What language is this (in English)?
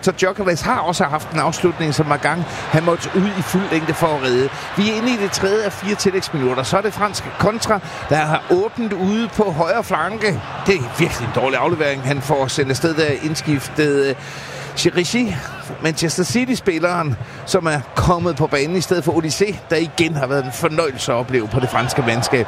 Danish